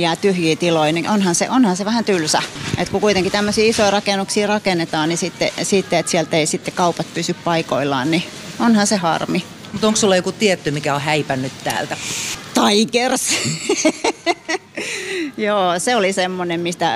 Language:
Finnish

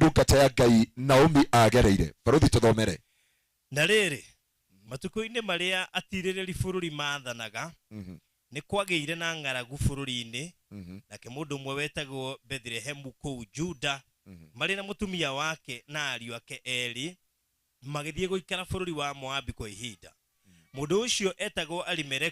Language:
Kikuyu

